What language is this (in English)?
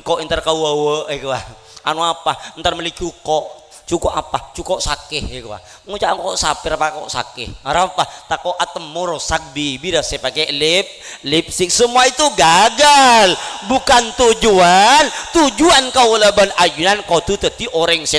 Madurese